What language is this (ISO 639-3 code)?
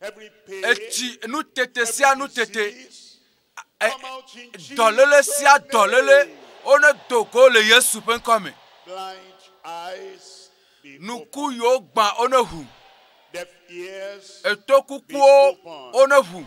ewe